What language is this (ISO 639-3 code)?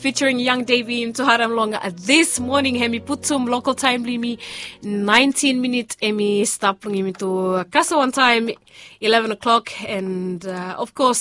bis